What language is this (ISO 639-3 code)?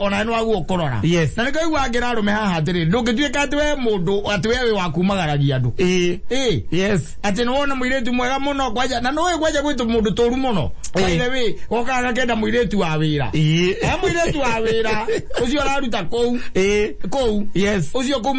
kik